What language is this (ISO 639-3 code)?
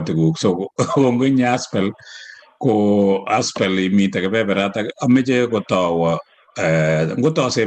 kln